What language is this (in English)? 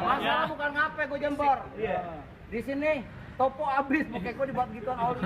Betawi